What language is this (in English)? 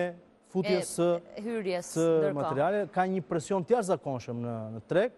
Albanian